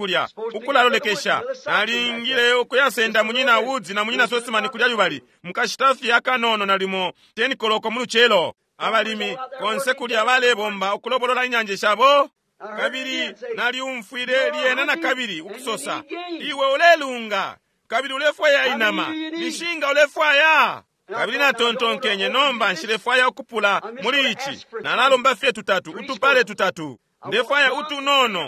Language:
Bemba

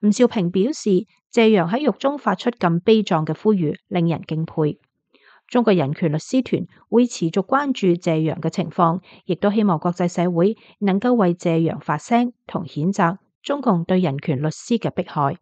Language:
Cantonese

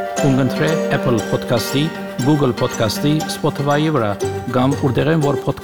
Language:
Armenian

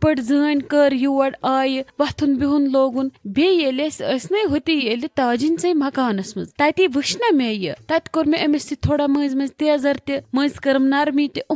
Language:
Kashmiri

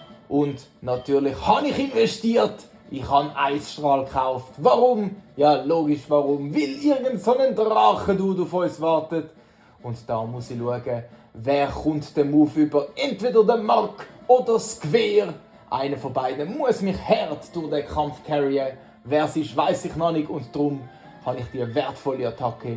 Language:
Swiss German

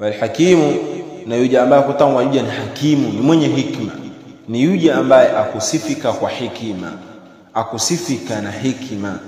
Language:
Swahili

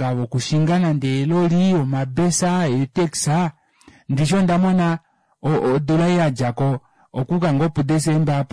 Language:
Kuanyama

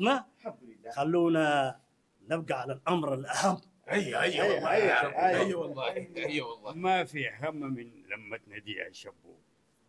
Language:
Sudanese Arabic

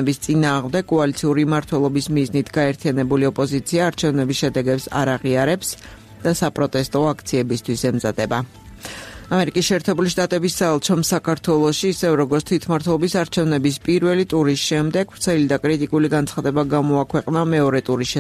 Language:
Georgian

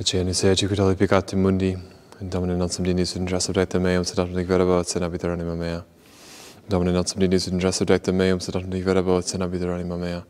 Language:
Latin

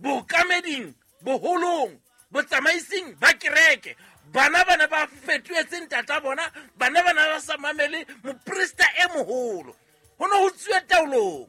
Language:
Southern Sotho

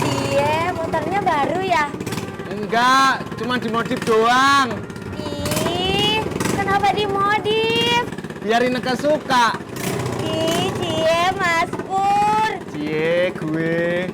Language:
Betawi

